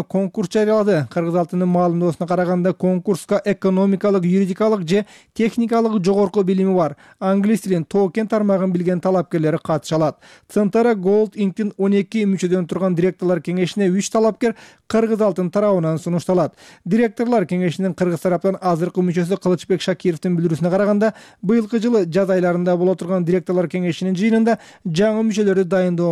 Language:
Kyrgyz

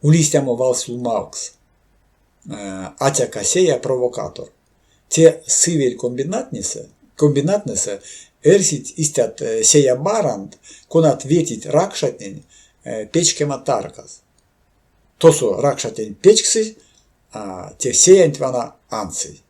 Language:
Erzya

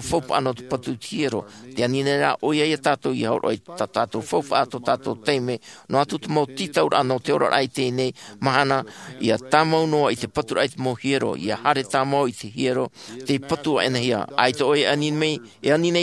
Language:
Tahitian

